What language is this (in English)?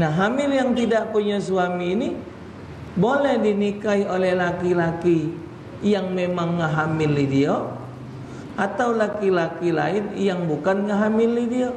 Musi